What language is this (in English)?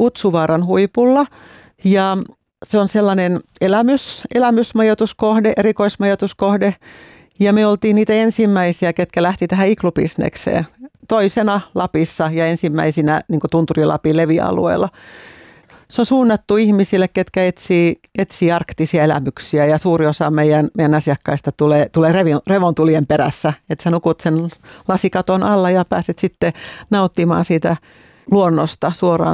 Finnish